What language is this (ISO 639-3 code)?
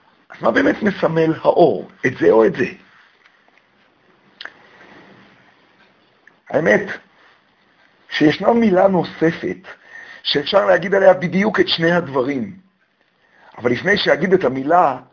heb